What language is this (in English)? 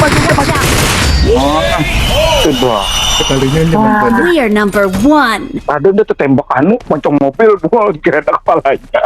Banjar